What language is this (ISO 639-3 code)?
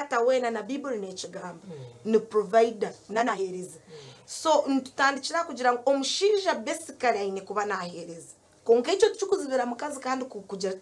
nyn